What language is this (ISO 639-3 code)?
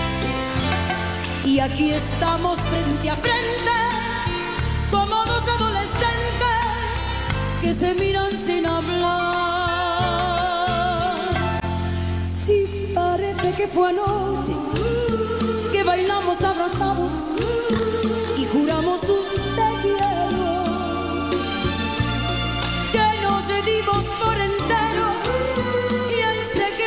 spa